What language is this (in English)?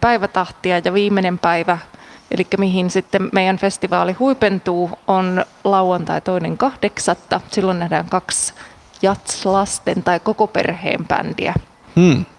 Finnish